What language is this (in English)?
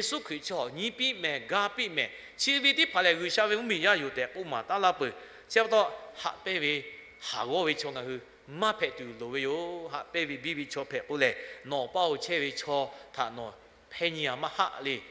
Lahu